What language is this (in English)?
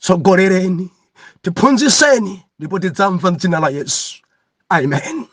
Nyanja